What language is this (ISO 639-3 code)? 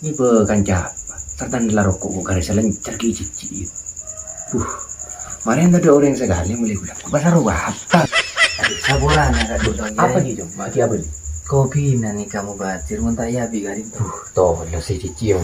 mad